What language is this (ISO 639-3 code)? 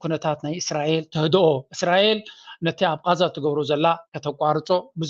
tir